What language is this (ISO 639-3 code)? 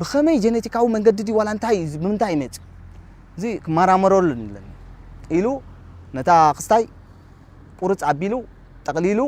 tir